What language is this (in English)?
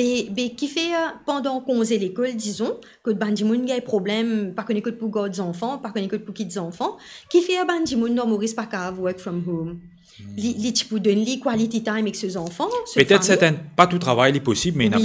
Morisyen